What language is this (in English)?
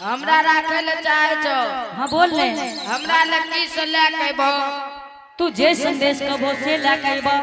Angika